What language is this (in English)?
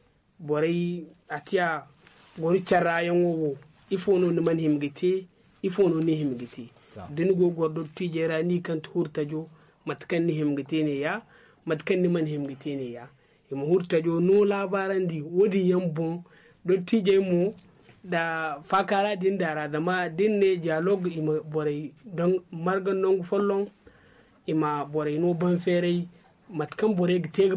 Zarma